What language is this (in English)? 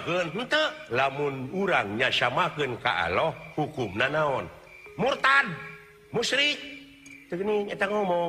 Sundanese